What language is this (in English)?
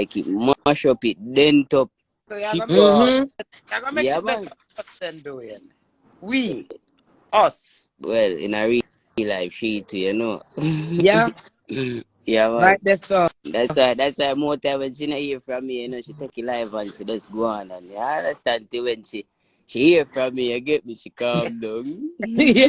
Jamaican Creole English